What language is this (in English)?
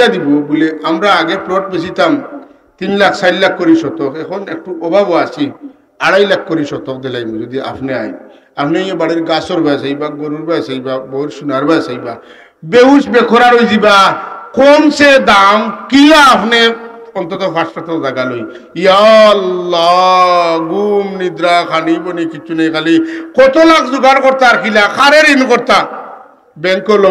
Sylheti